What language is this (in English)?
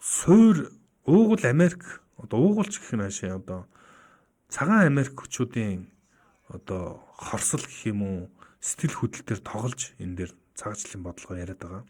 Mongolian